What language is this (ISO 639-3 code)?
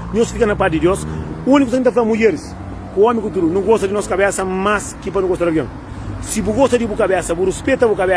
kea